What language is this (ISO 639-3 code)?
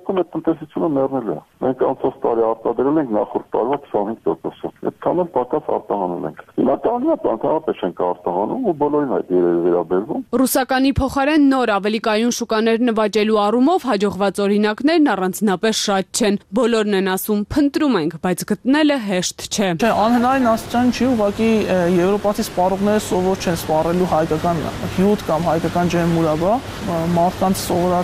hye